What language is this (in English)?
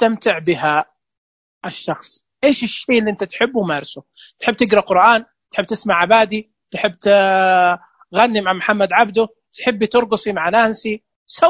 Najdi Arabic